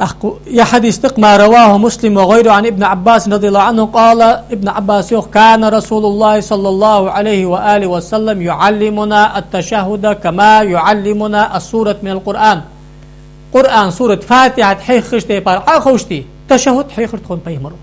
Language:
Ingush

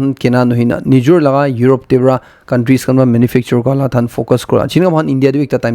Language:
Naga Pidgin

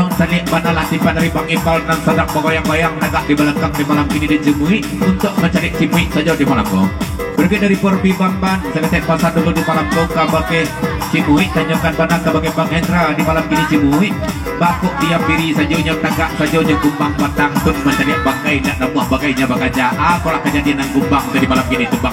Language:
Minangkabau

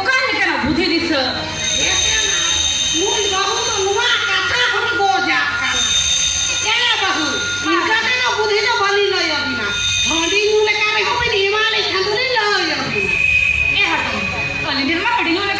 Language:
Santali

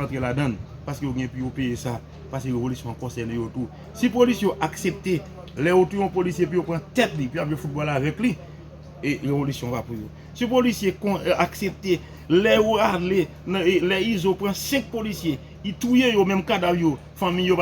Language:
Haitian Creole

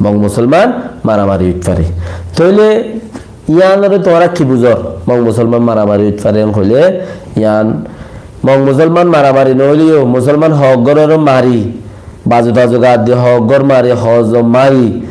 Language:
Rohingya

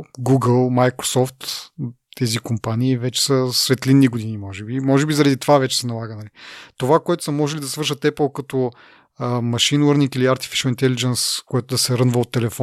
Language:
Bulgarian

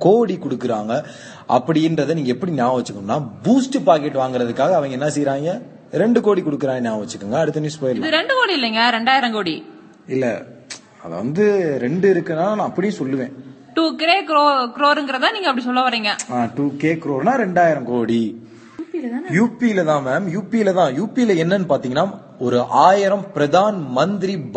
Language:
Tamil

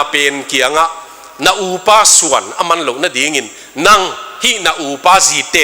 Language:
Tedim Chin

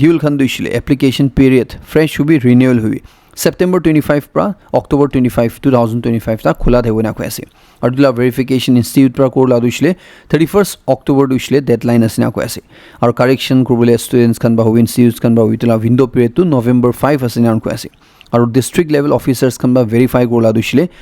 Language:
Naga Pidgin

